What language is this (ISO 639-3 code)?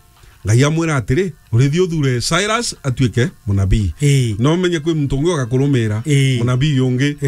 mer